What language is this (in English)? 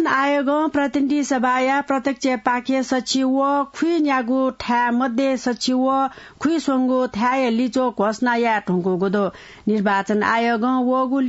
Newari